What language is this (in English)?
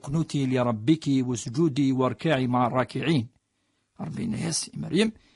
Kabyle